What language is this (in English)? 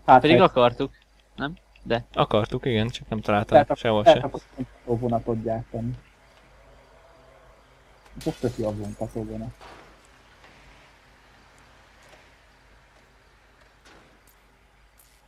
Hungarian